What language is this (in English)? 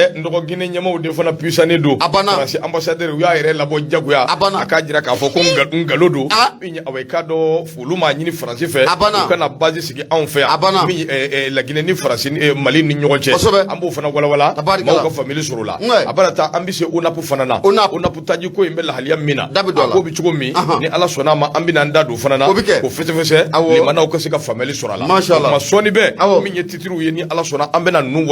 Bambara